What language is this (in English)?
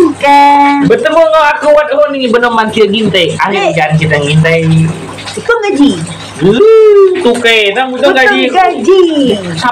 Iban